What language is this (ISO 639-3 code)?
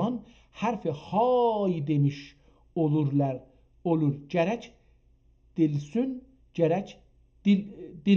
azb